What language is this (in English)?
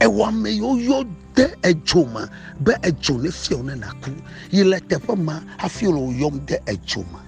Ewe